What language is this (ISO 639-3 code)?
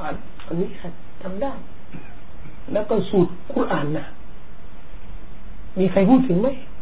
tha